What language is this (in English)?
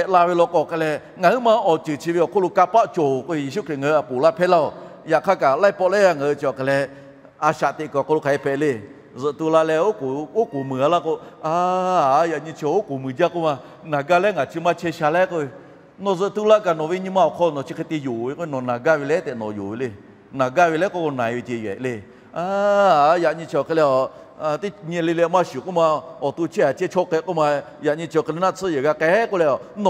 Lahu